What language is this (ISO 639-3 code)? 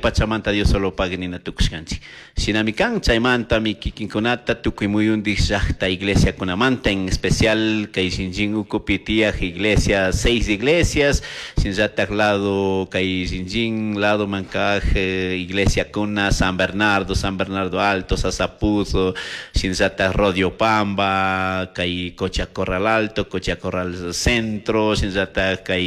qug